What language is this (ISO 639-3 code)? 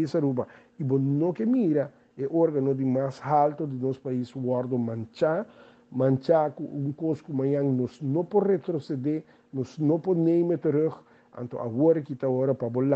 pap